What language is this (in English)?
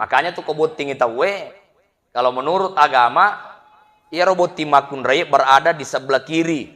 Buginese